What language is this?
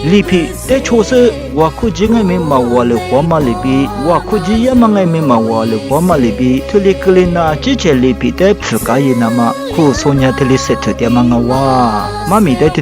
Lisu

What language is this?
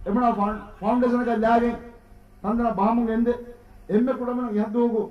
Divehi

